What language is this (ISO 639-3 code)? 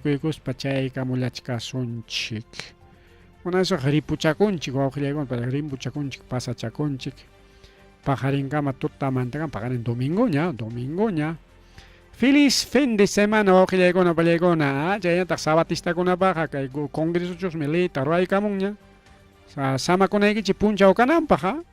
quy